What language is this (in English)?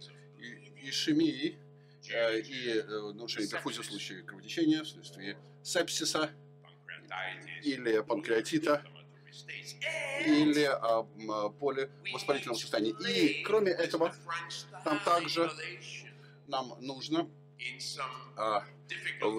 Russian